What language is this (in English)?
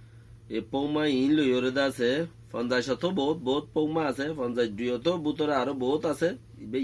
Rohingya